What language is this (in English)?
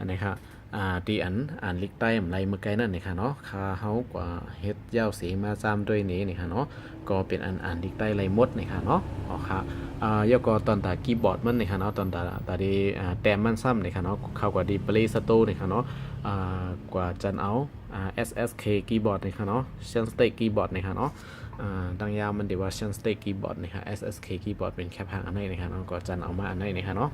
Shan